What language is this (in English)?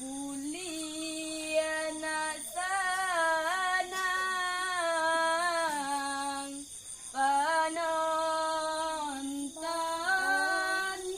Minangkabau